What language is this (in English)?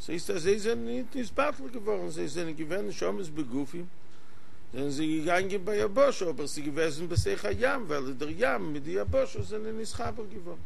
Yiddish